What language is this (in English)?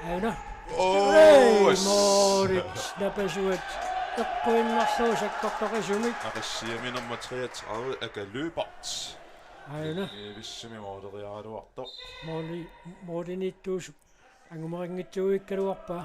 Kalaallisut